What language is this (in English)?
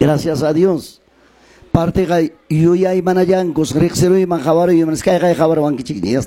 Quechua